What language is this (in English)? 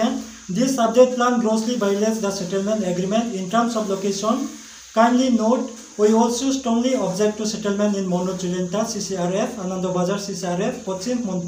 Riang (India)